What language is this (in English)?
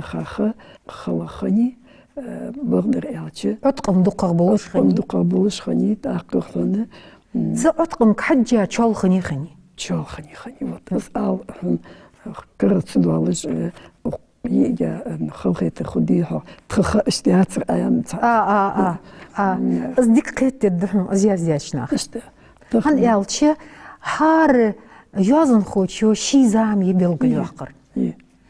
Ingush